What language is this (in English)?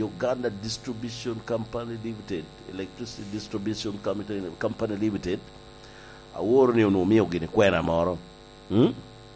Lango (Uganda)